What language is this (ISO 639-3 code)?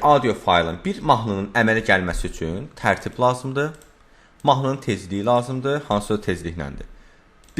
aze